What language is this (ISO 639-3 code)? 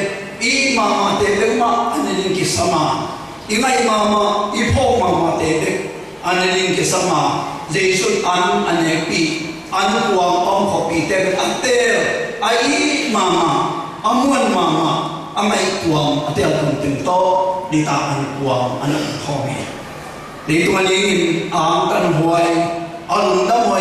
ctd